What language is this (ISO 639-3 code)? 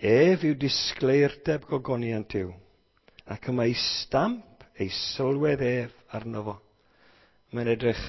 cym